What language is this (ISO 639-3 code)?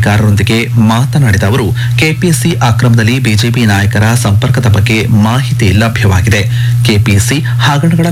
kan